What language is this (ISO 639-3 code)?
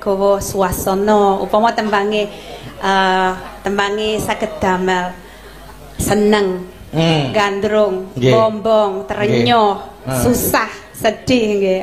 jav